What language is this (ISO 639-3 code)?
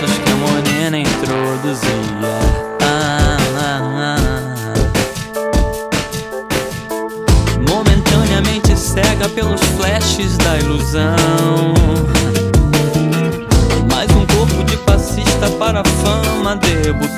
por